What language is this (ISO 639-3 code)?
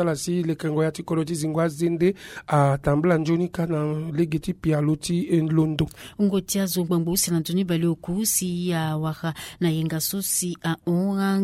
sag